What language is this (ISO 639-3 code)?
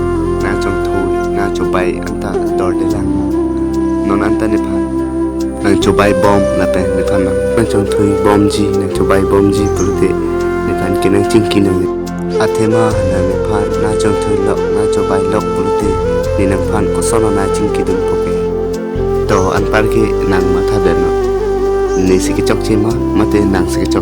mjw